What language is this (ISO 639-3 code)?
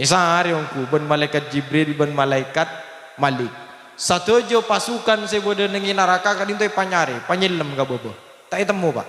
mad